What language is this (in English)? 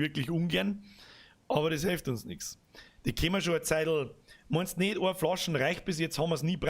Bavarian